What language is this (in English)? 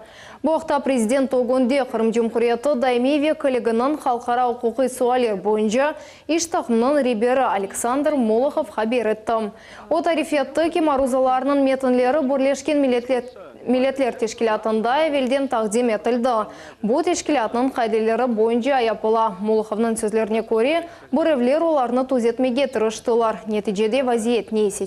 Crimean Tatar